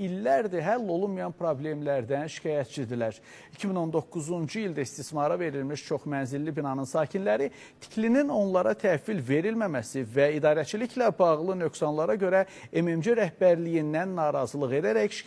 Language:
Azerbaijani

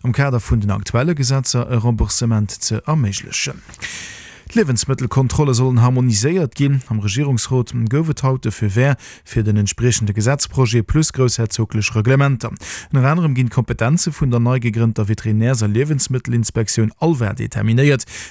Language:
Luxembourgish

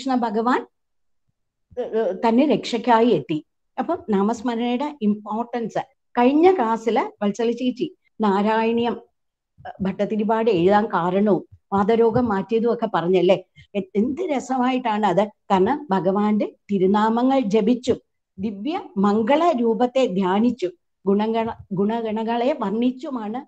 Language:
Malayalam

